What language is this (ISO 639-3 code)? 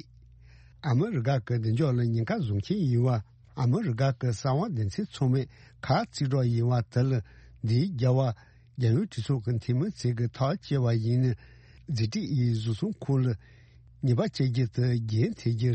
bod